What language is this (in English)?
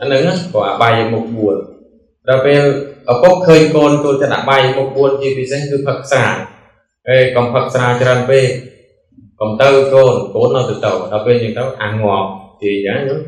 Khmer